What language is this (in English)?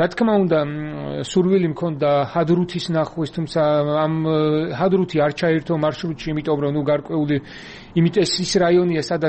Georgian